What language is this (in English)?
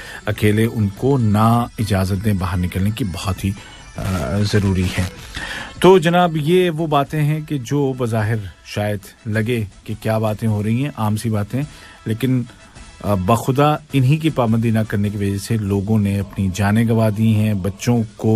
Urdu